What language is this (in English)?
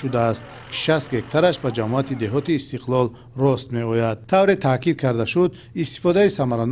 Tajik